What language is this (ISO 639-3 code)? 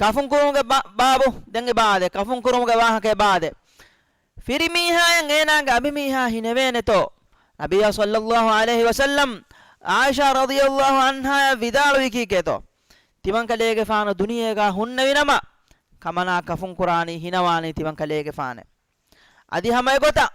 div